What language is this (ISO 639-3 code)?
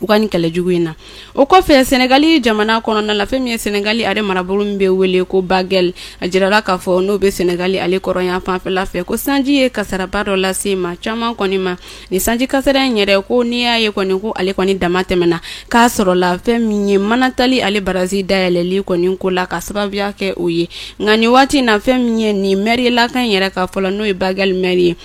bam